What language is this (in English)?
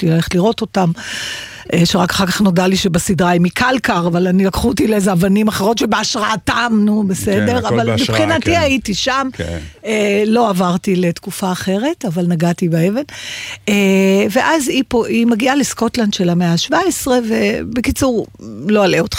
Hebrew